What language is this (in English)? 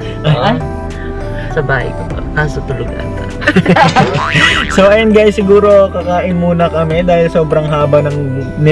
Filipino